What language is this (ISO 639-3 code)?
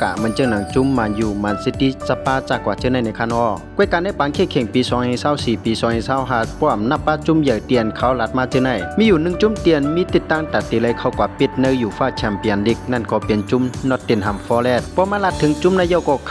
shn